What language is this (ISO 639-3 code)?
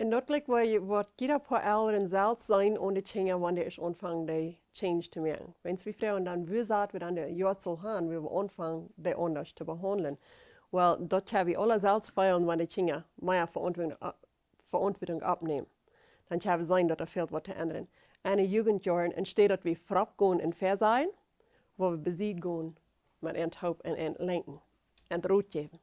pdt